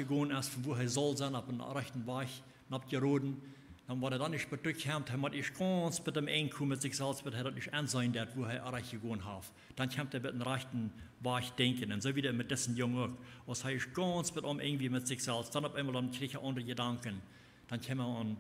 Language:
Plautdietsch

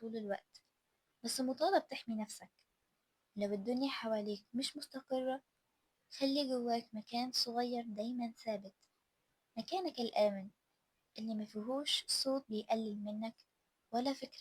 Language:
Egyptian Arabic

